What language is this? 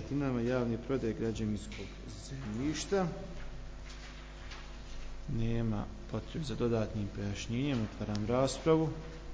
Croatian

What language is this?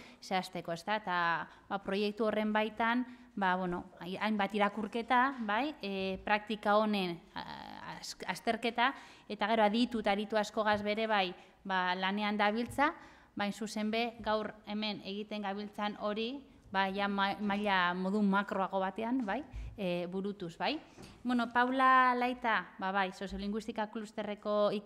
Basque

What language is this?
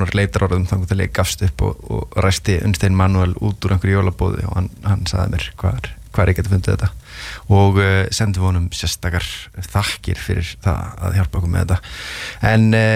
Icelandic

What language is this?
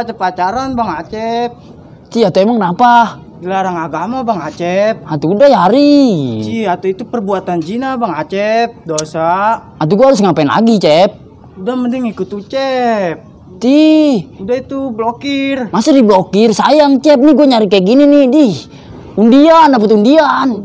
Betawi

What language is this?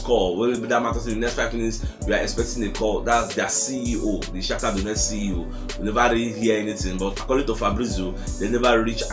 Nigerian Pidgin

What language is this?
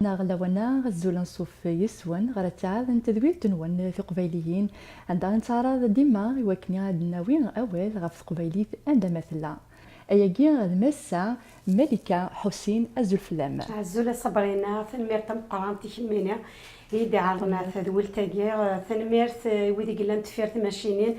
Kabyle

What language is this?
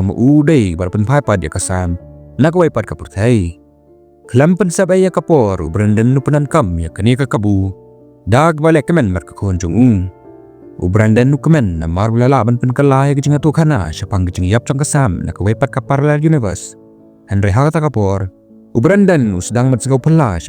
Khasi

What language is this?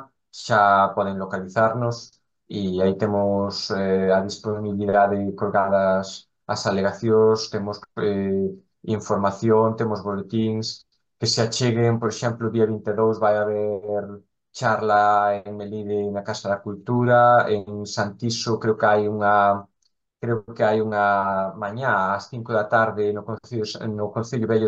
Galician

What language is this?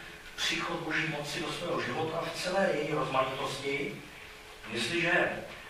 Czech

